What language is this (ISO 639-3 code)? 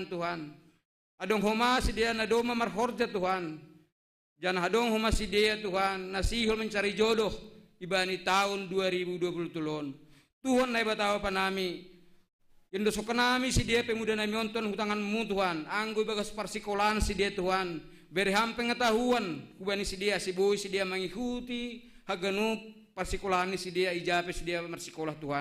bts